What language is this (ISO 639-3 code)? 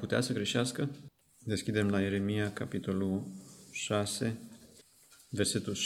ron